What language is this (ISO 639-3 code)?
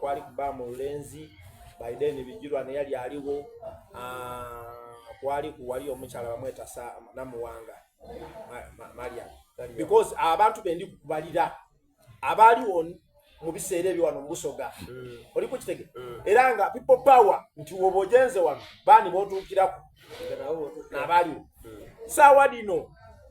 xog